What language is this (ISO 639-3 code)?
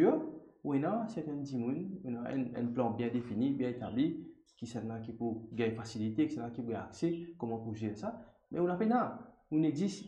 mfe